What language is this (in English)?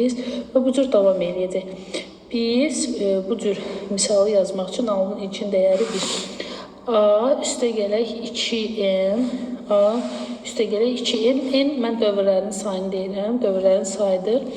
Azerbaijani